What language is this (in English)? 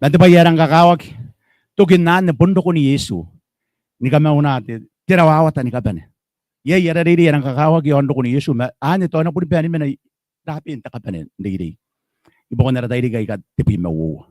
Gilbertese